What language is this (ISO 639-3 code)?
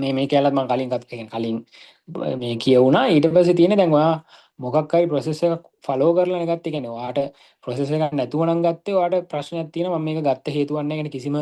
sin